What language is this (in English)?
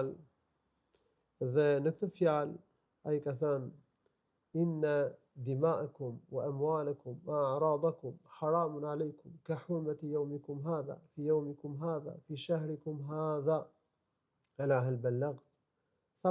Albanian